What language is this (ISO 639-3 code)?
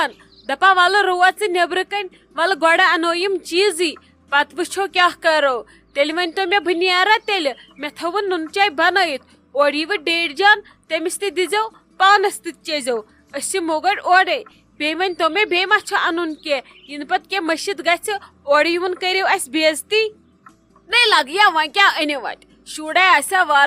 kas